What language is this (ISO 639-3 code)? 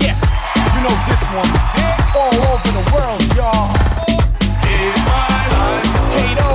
tuk